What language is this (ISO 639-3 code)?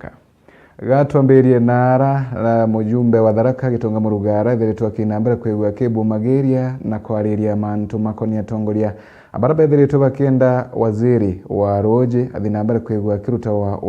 mer